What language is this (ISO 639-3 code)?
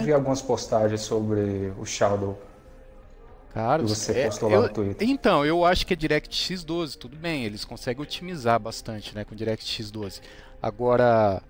por